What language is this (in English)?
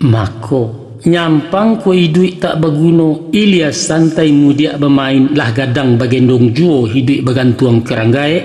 Minangkabau